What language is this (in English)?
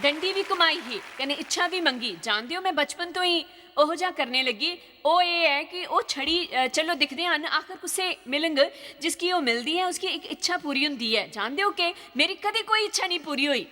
Dogri